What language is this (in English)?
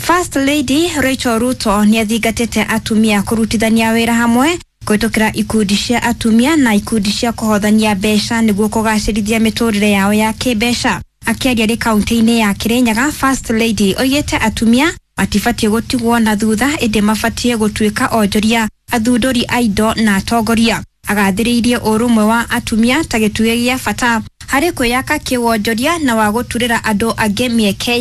Kikuyu